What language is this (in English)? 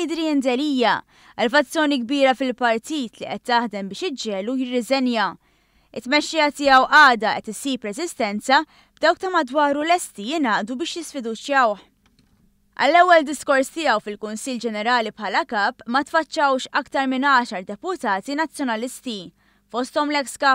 Maltese